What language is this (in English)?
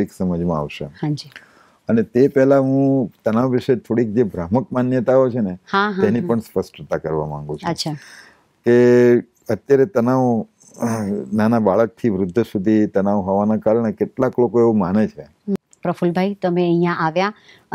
Gujarati